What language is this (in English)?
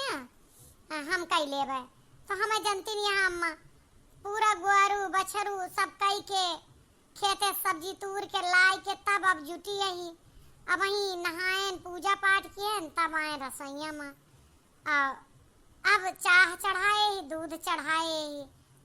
Awadhi